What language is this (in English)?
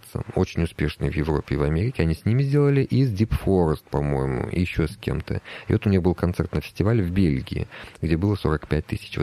Russian